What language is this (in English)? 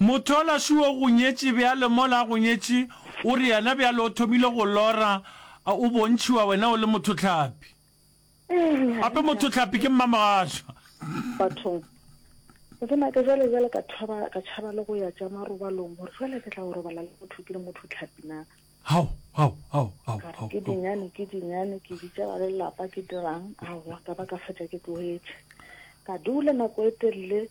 Northern Sotho